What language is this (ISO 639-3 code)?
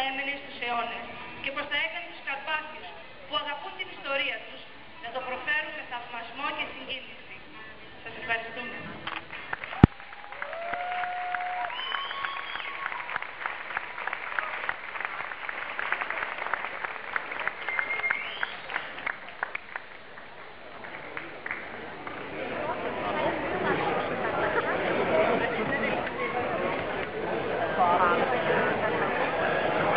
ell